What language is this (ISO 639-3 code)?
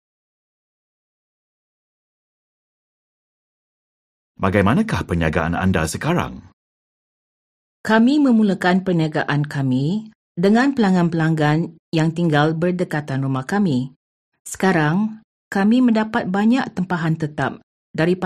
msa